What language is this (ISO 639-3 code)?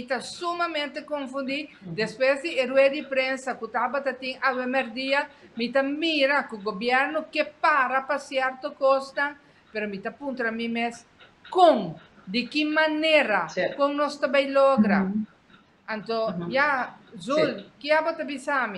pap